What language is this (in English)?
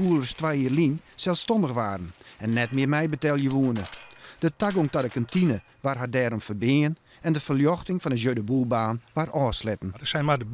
Western Frisian